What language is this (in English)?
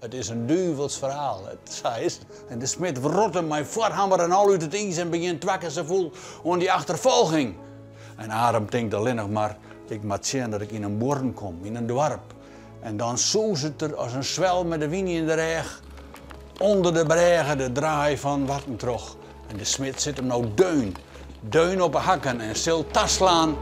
Western Frisian